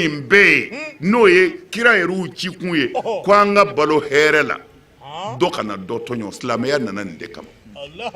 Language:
Bambara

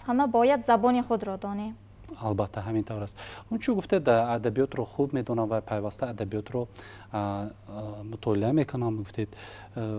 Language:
Tajik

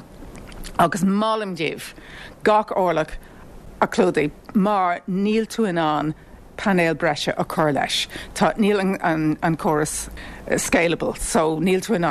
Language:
Irish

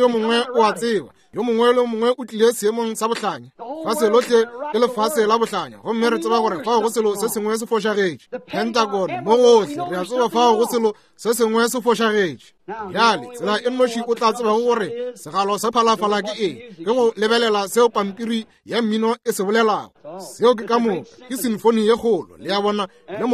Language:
Northern Sotho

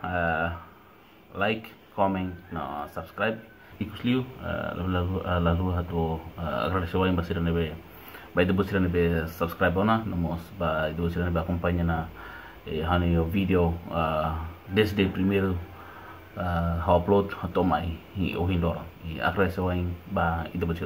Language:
Tetum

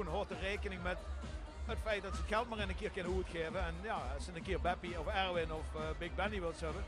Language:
Limburgish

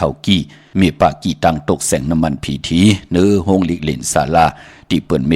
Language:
Shan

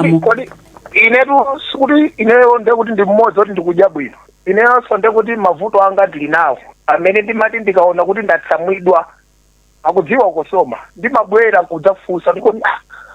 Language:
Nyanja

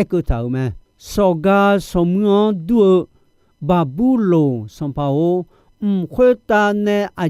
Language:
Akha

